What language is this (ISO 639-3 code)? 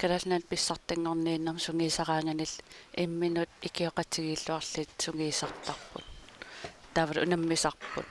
kal